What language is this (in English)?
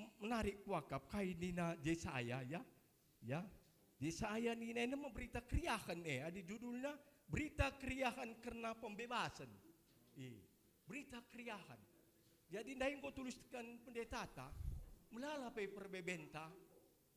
Batak Karo